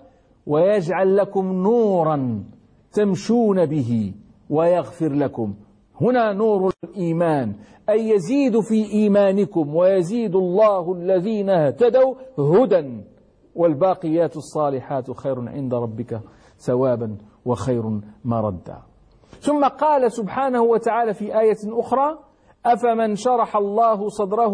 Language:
Arabic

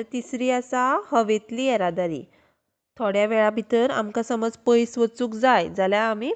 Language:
Konkani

